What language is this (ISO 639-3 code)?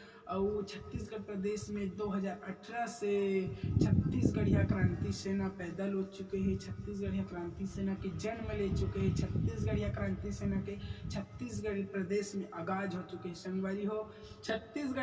hne